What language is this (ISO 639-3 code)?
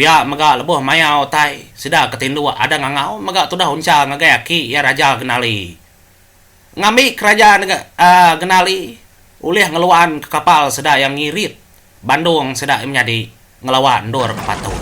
iba